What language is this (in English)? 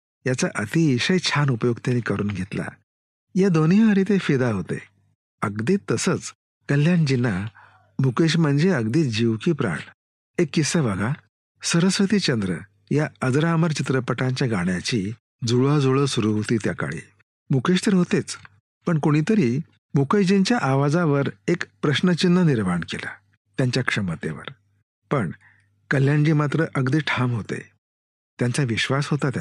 Marathi